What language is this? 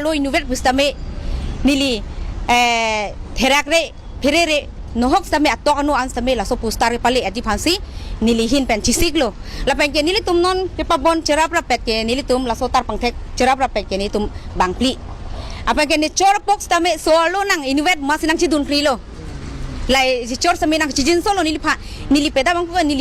Karbi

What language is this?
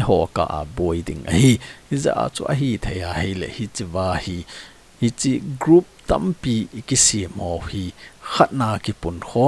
Thado Chin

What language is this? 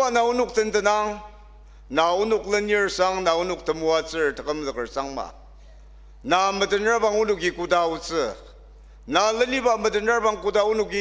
Ao Naga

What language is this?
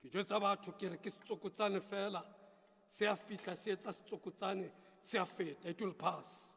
Southern Sotho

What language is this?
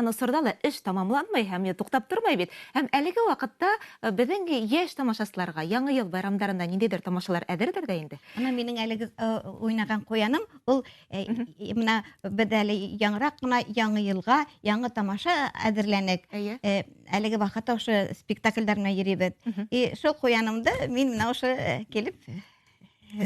Bashkir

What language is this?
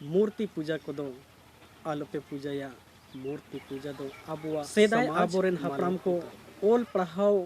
Santali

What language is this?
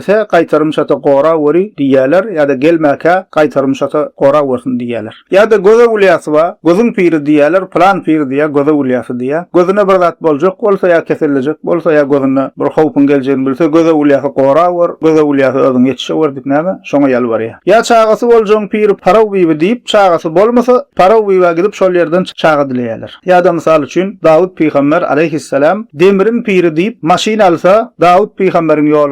Turkmen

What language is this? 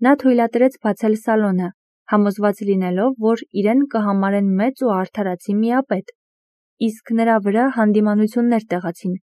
Armenian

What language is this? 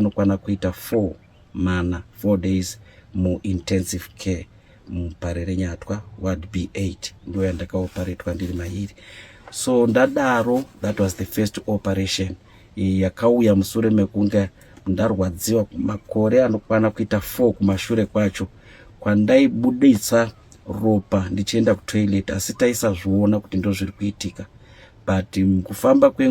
Shona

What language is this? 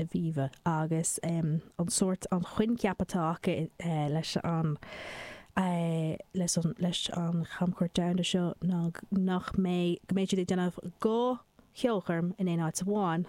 Irish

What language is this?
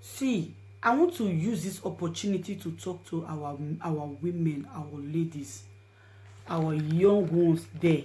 Nigerian Pidgin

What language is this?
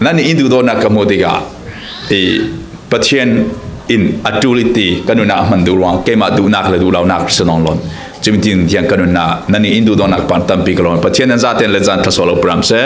Falam Chin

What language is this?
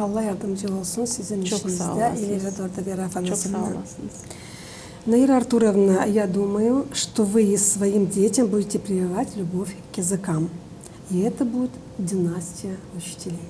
Gagauz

